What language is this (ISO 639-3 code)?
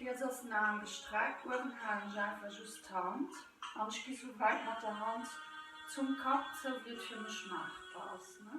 ltz